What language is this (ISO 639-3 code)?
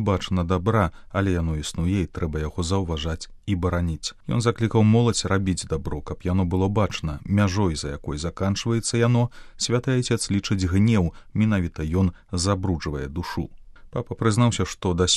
bel